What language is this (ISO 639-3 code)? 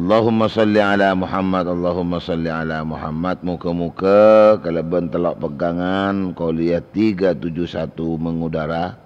mad